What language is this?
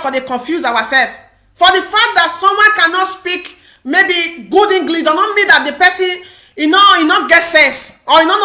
Nigerian Pidgin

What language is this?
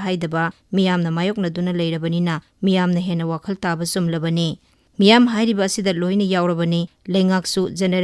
Manipuri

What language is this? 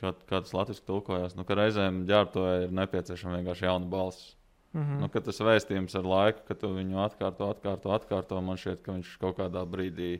Latvian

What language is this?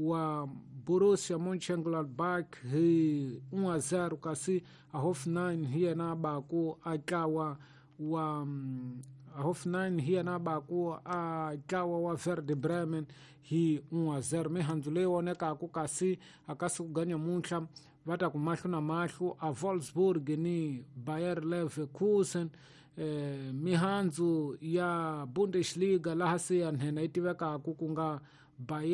Tsonga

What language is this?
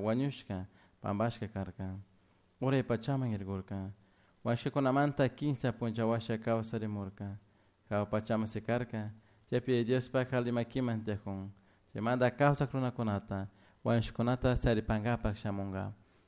Chimborazo Highland Quichua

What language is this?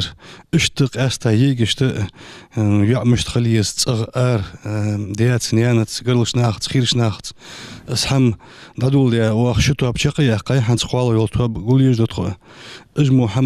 Ingush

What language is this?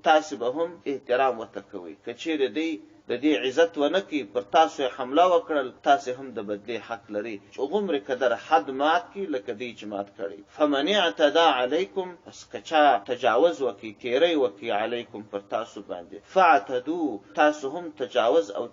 Pashto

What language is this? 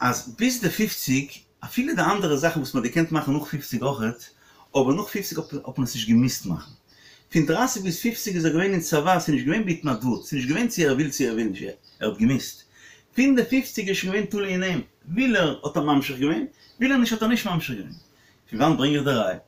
Yiddish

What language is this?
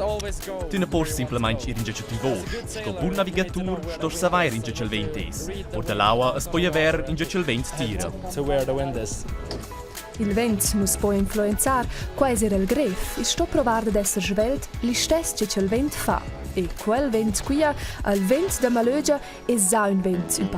Romansh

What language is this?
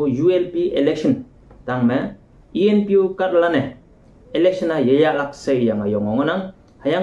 Konyak Naga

